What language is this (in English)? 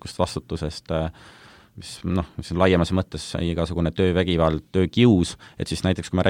Estonian